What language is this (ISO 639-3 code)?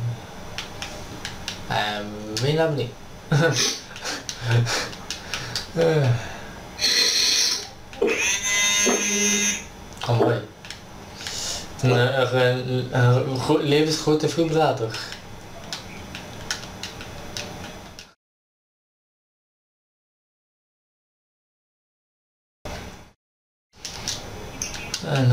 nld